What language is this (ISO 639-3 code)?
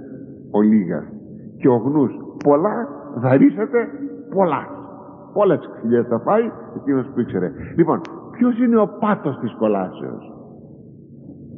ell